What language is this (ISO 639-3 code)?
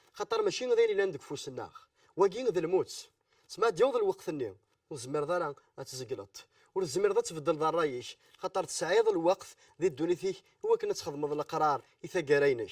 kab